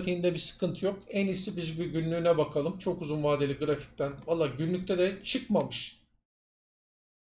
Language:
Turkish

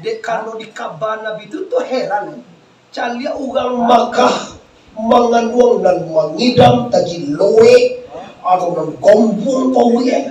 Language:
Minangkabau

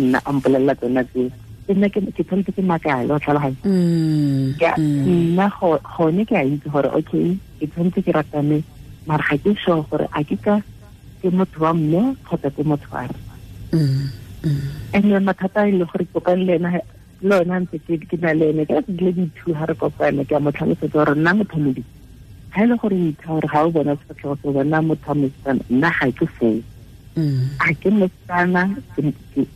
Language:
Tswana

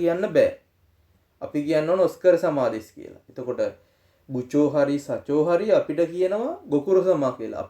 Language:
Sinhala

